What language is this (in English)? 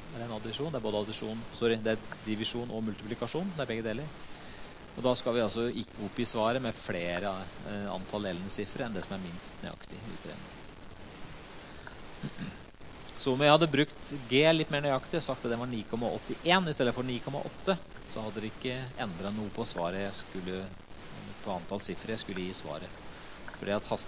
Norwegian